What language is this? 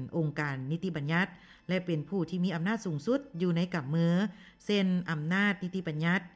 Lao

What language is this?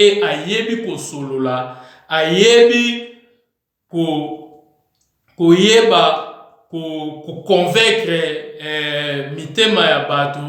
Lingala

